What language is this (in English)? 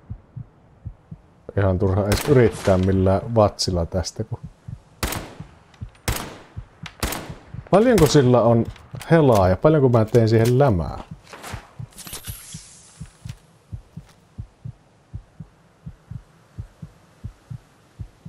Finnish